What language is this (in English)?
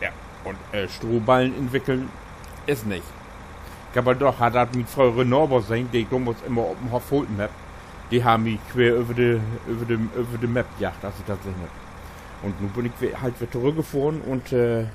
Low German